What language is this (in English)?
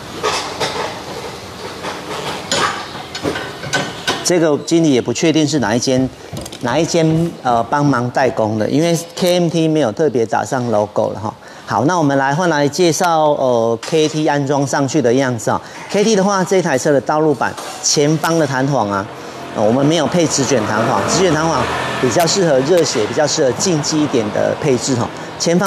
Chinese